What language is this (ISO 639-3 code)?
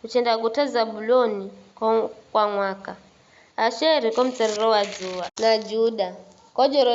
nyf